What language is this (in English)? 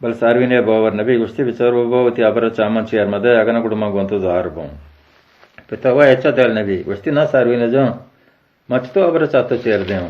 Baluchi